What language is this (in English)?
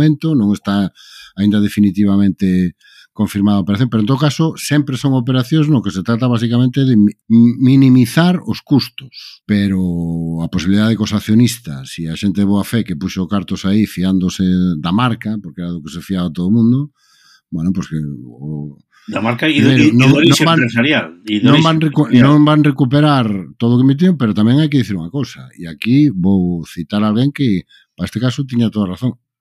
Galician